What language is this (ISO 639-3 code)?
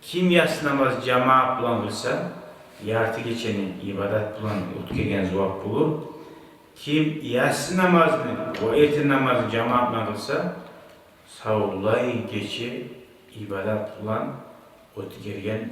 kum